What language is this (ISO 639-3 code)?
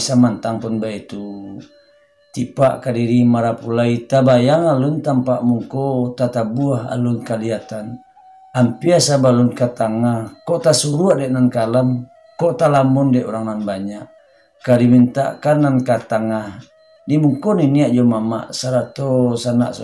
min